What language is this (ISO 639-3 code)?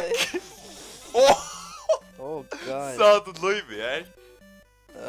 fao